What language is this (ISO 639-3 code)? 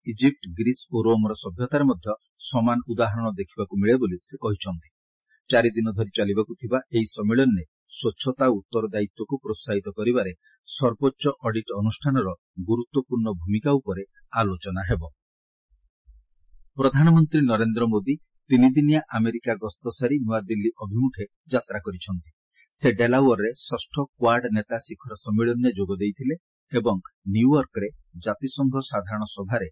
ori